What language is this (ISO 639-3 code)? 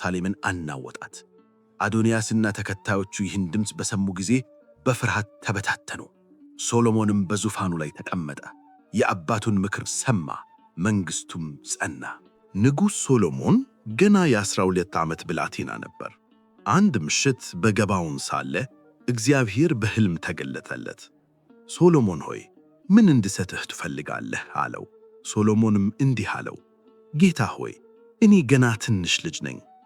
amh